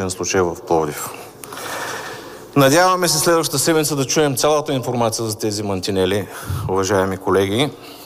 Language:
Bulgarian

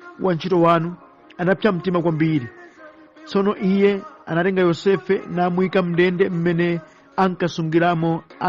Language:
Nyanja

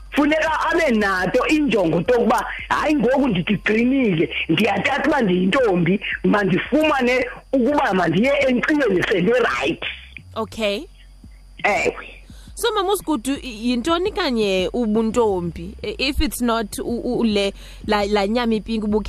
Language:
Xhosa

